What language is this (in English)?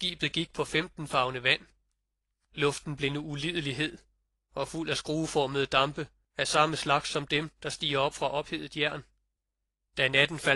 Danish